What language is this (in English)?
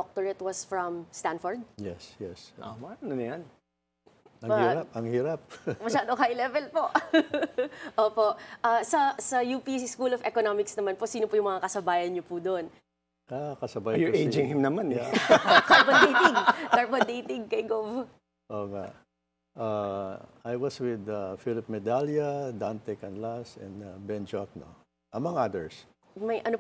Filipino